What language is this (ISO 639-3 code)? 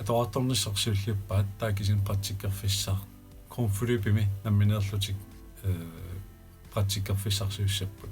kal